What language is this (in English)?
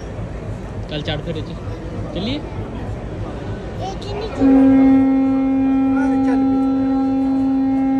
Punjabi